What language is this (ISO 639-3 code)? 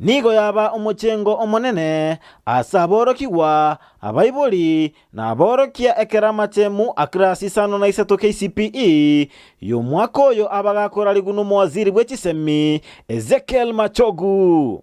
guz